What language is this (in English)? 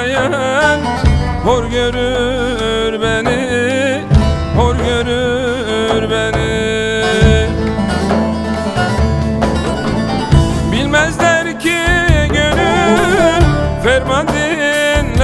Turkish